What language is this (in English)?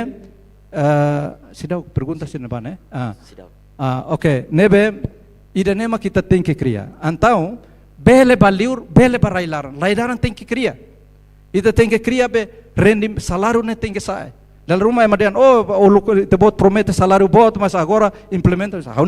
Tetum